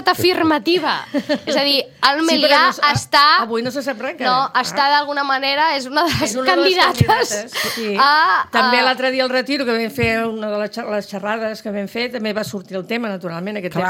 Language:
Catalan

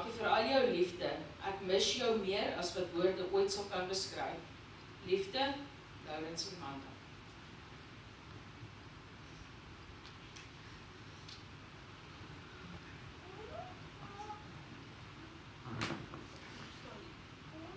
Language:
Afrikaans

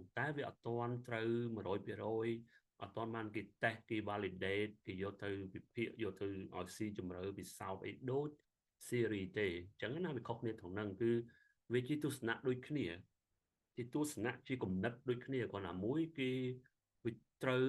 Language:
Khmer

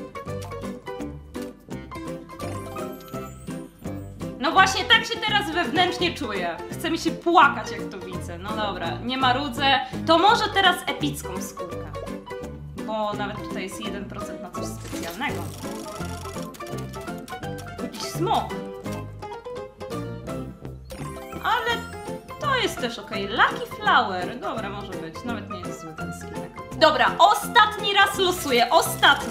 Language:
Polish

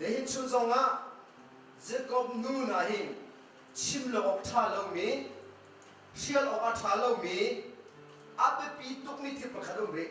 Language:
Hakha Chin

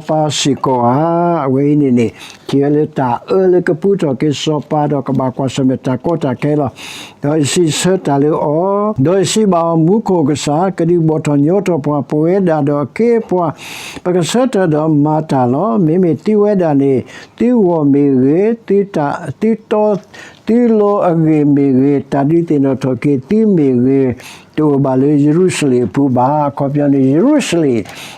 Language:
S'gaw Karen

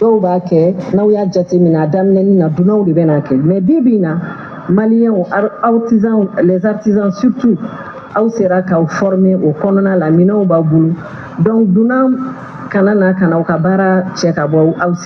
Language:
Bambara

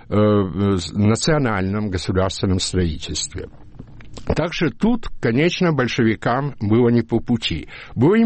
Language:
Russian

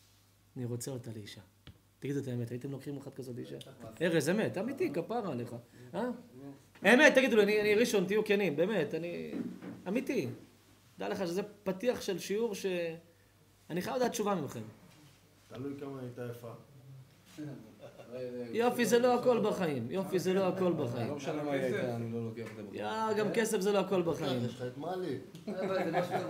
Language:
Hebrew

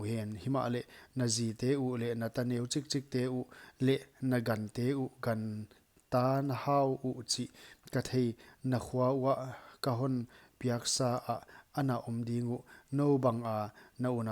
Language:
Paite Chin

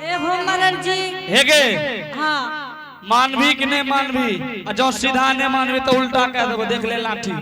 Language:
Angika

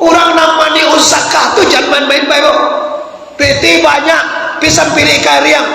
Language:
Minangkabau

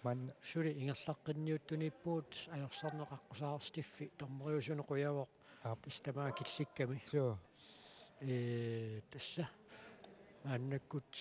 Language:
Kalaallisut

